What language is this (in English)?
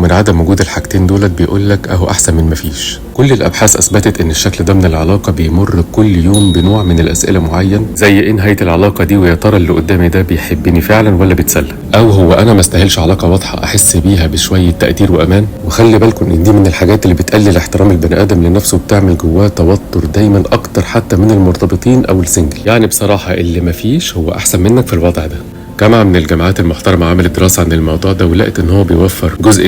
Egyptian Arabic